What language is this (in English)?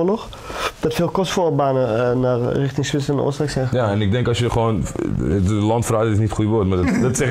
Dutch